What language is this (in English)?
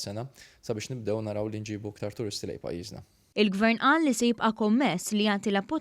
Maltese